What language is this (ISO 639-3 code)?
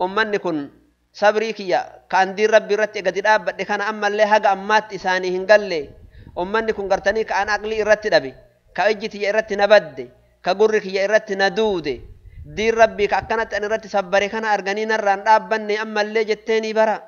orm